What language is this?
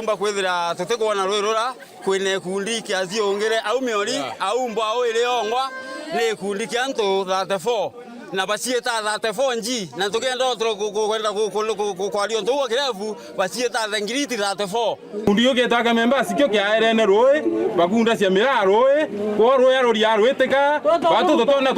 Meru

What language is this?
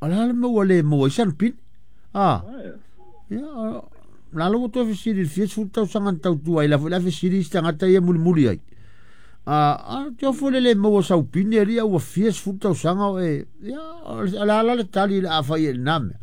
Samoan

